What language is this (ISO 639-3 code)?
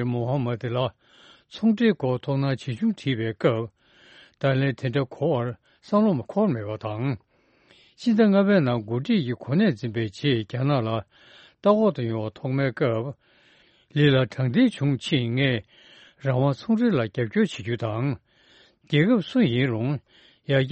bod